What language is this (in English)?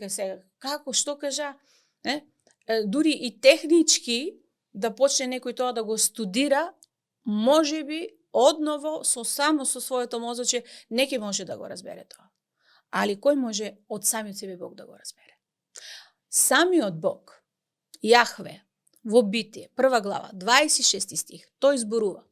Macedonian